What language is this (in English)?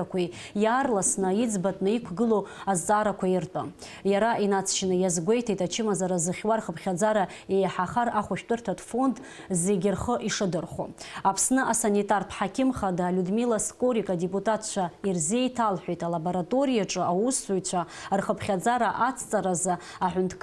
Abkhazian